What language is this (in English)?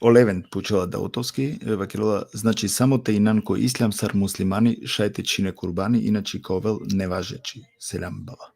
Balkan Romani